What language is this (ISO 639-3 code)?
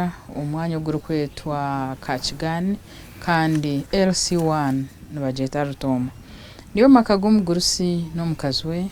nyn